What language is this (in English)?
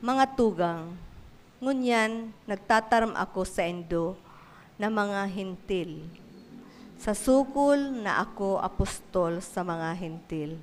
Bikol